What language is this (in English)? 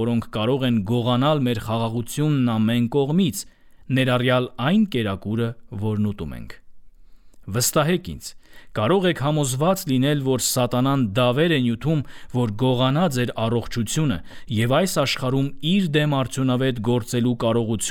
Armenian